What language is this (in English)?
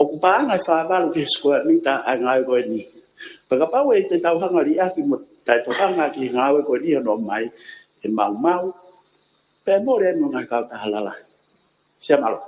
Tongan